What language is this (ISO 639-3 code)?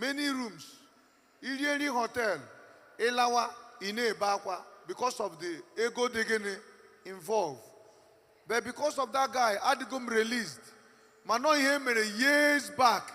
ibo